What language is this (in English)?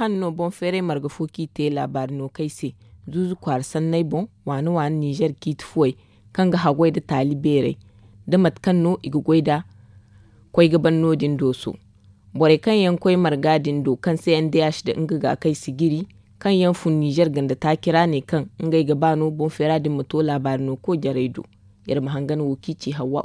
Zarma